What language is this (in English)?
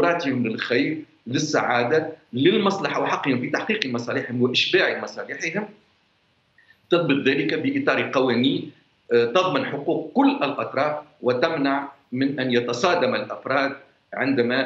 Arabic